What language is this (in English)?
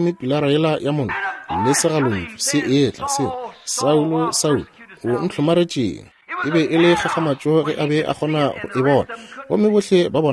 Northern Sotho